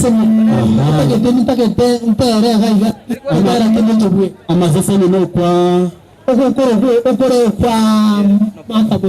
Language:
Gusii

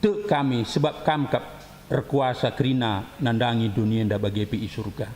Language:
Batak Karo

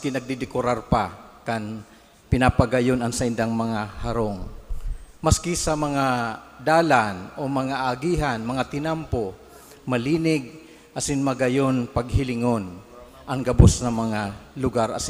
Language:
Bikol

